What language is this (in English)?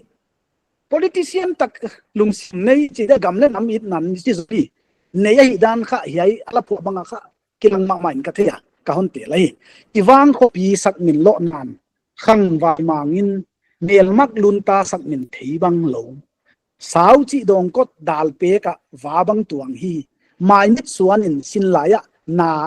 Paite Chin